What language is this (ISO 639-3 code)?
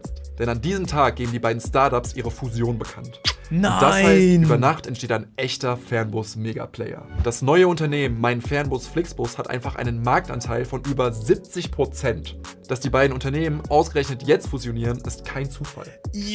gsw